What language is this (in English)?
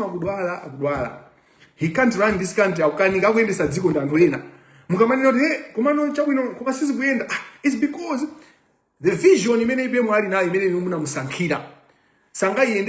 Nyanja